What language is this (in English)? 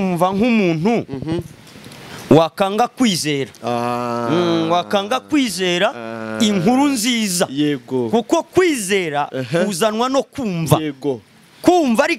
Kinyarwanda